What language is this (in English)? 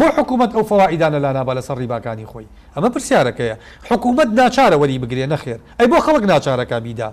Central Kurdish